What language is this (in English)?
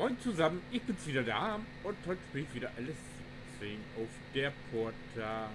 Low German